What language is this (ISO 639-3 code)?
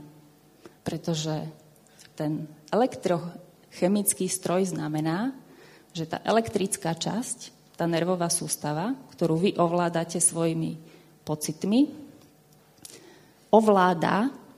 slk